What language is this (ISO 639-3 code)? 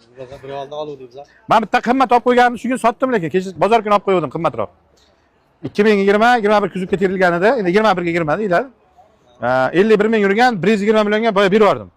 uzb